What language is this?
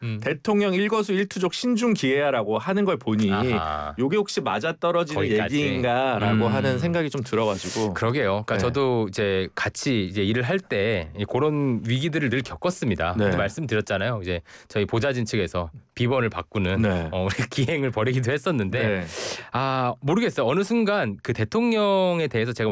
Korean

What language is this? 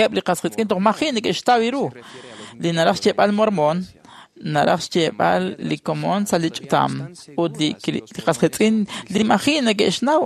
Kekchí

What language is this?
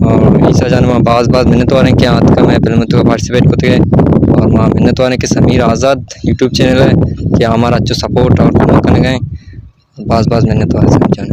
Baluchi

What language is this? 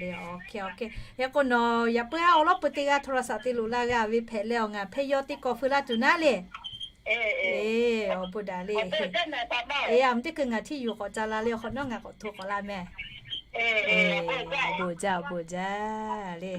Lahu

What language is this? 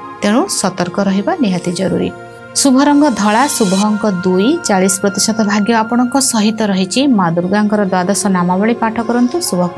Odia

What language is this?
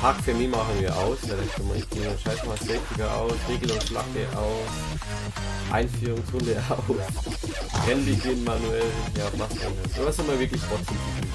Bavarian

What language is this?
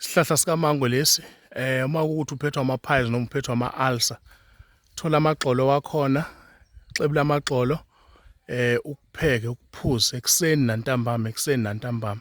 Zulu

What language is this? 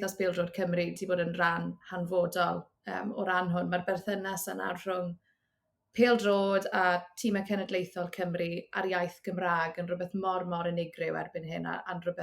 Welsh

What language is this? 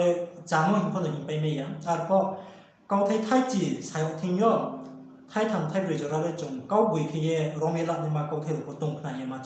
Riang (India)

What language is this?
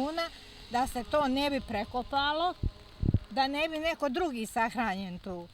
Bosnian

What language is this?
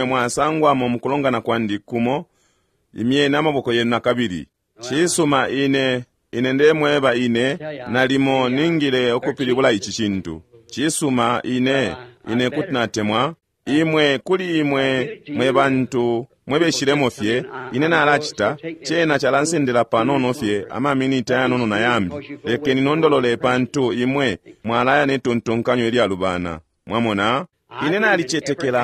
Bemba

